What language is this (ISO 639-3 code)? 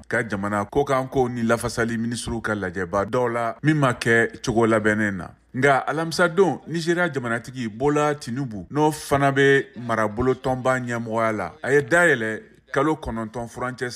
bam